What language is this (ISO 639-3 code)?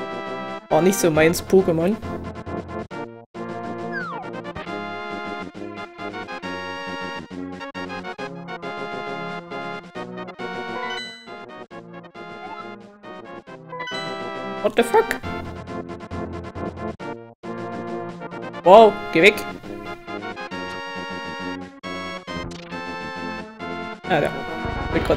deu